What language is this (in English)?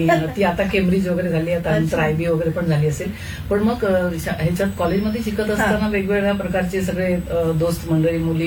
Marathi